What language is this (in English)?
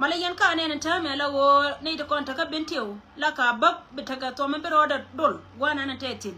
Nuer